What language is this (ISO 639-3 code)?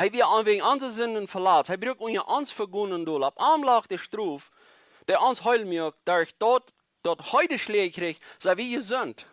pdt